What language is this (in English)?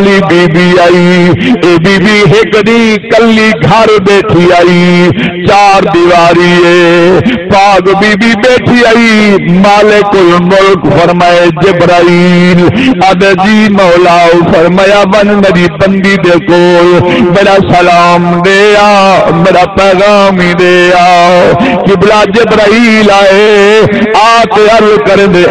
Saraiki